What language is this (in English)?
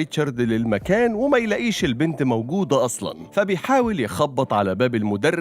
Egyptian Arabic